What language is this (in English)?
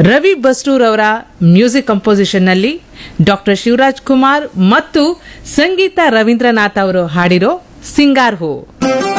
Kannada